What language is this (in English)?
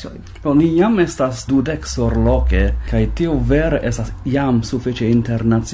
Esperanto